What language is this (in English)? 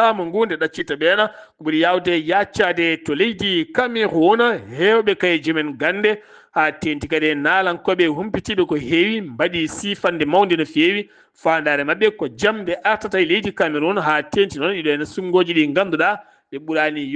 Fula